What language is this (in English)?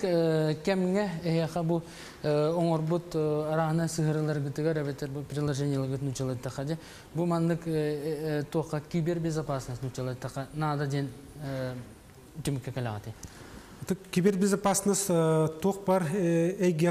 Yakut